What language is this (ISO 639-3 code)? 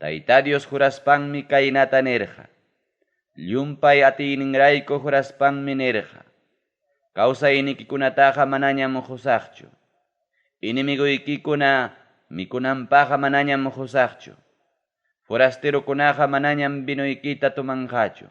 quy